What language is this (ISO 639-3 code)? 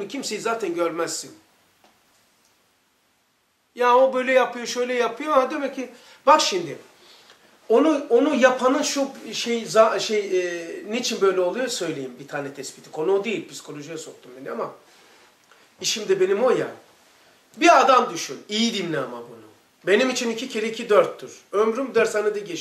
tur